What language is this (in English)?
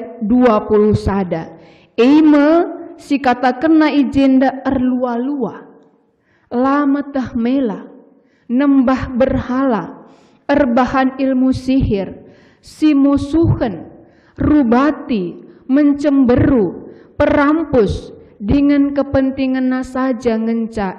Batak Karo